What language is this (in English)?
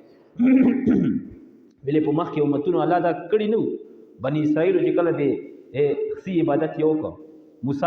Pashto